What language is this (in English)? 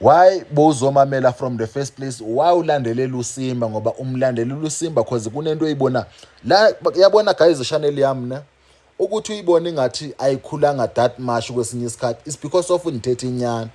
Zulu